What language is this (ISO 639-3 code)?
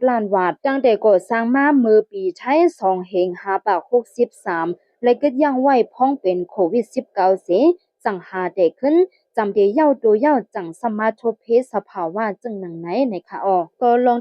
shn